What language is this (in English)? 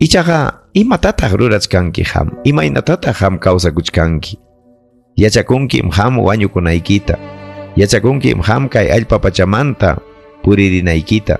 Ayacucho Quechua